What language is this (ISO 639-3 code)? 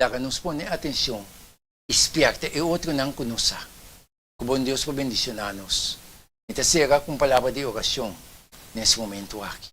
pap